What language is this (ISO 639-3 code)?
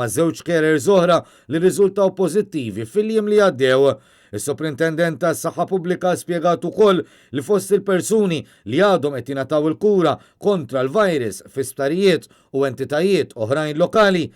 mlt